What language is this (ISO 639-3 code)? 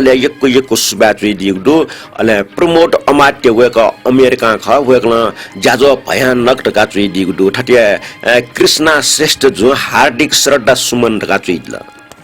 new